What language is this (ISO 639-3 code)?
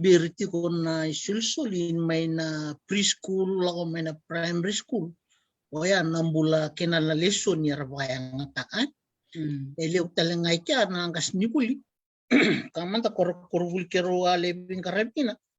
fij